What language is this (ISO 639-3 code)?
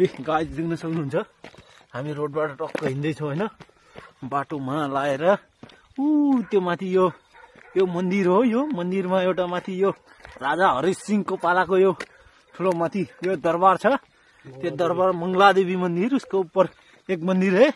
nep